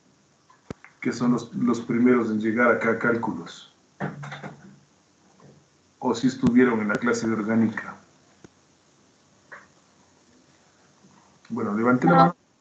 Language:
Spanish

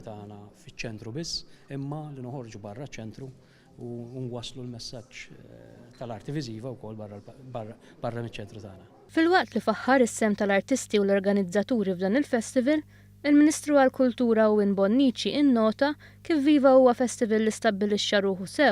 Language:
Maltese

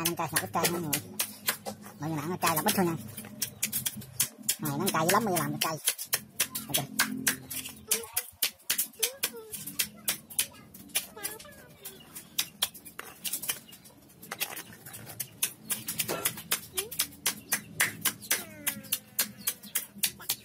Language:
Vietnamese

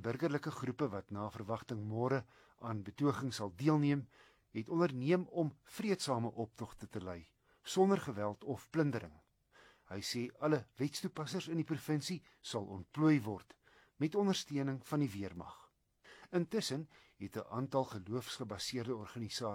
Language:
Afrikaans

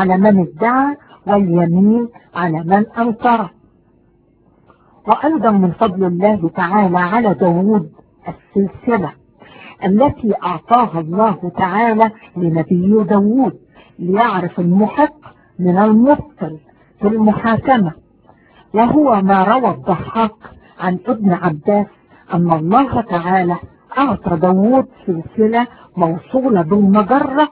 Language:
Arabic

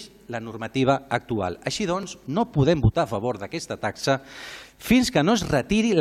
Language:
Catalan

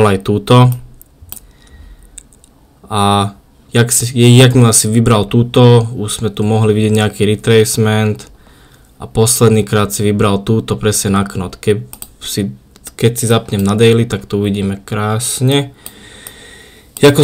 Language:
Slovak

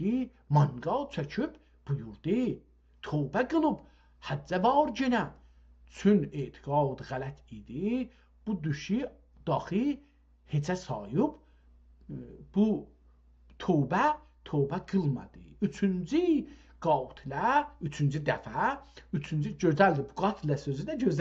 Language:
South Azerbaijani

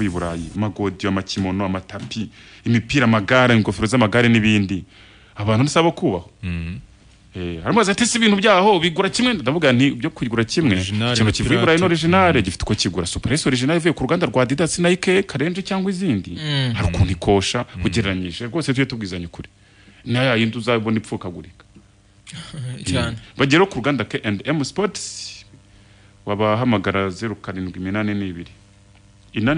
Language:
Kinyarwanda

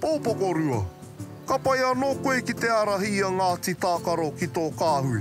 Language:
Māori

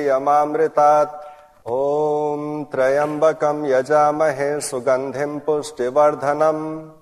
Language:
Sanskrit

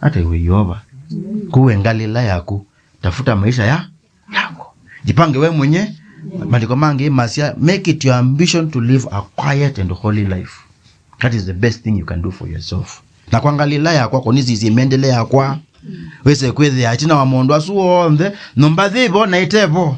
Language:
Kamba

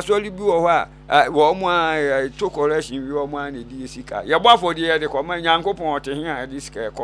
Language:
Akan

